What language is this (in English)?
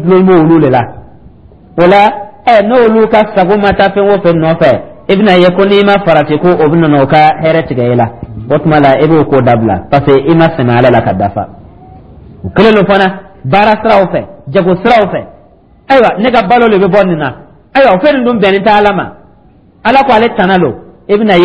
Dyula